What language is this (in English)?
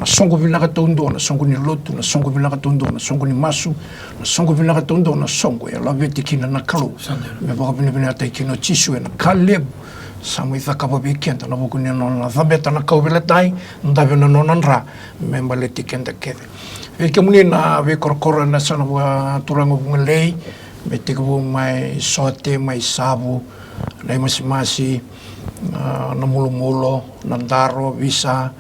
Fijian